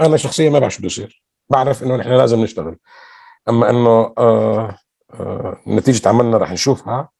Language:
North Levantine Arabic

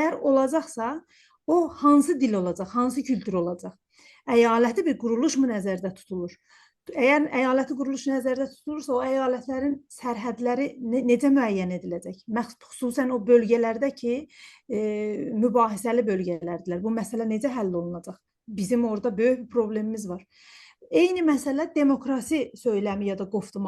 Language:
South Azerbaijani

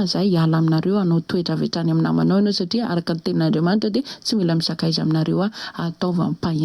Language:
Malagasy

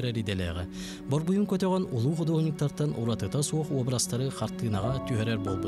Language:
Yakut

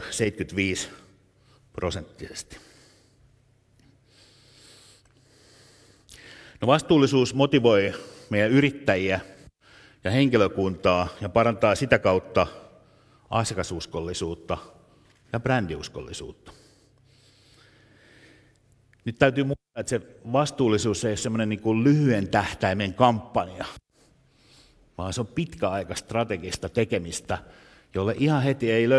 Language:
Finnish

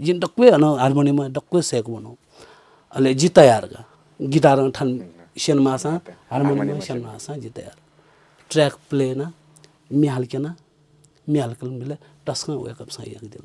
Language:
Newari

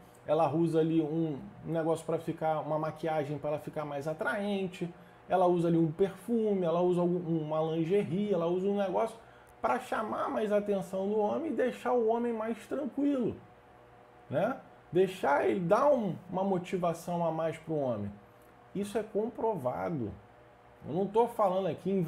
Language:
Portuguese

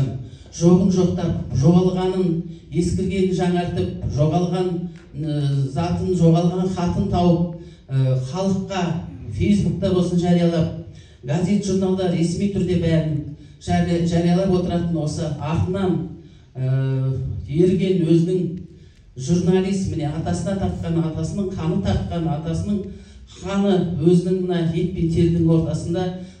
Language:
Kazakh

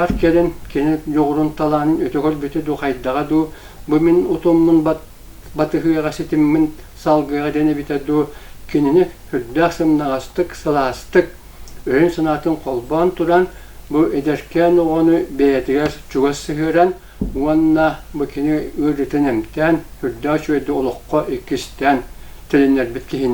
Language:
Yakut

